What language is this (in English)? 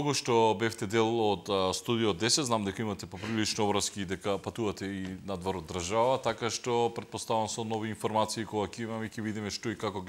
Macedonian